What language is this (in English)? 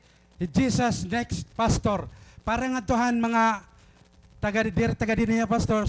Waray